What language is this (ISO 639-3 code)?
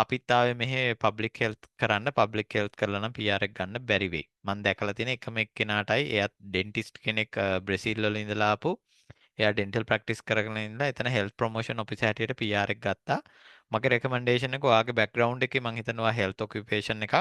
sin